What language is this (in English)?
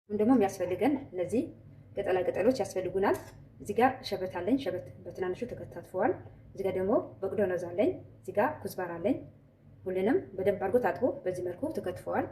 Amharic